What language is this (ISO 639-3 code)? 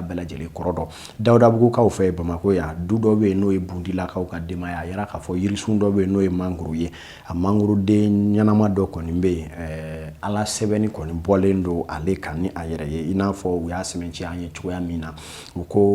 bam